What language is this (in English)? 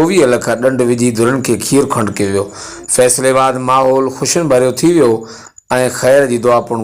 Sindhi